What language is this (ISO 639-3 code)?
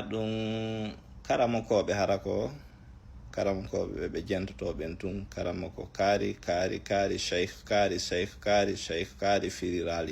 ful